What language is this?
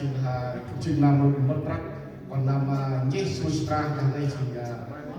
Central Mnong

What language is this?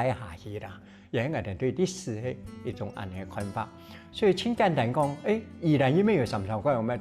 Hakka Chinese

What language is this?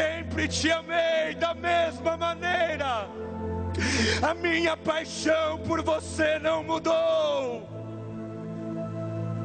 Portuguese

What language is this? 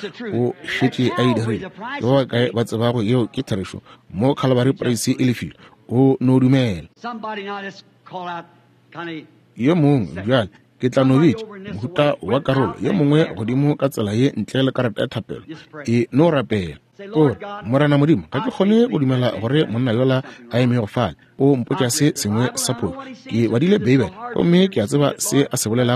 Northern Sotho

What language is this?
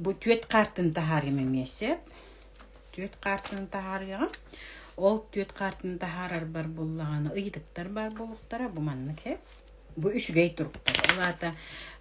Yakut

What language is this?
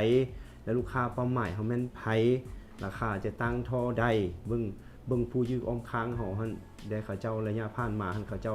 Lao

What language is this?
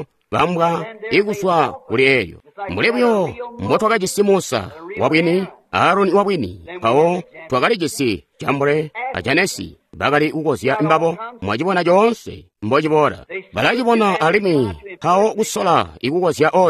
Tonga (Zambia)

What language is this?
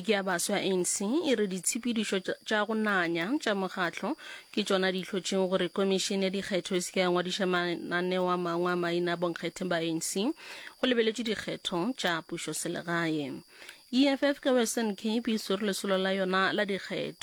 Northern Sotho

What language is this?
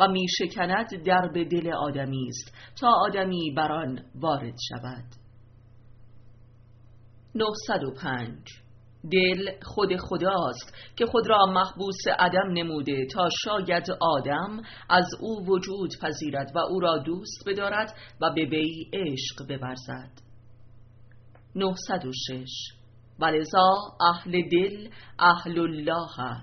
Persian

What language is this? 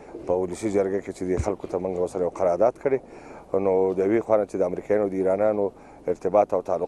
Pashto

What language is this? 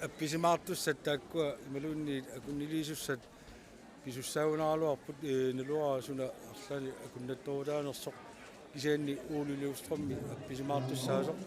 Kalaallisut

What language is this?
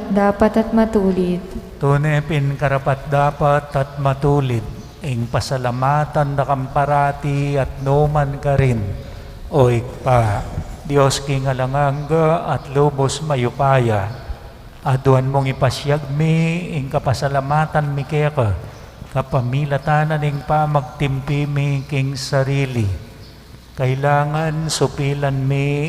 Pampanga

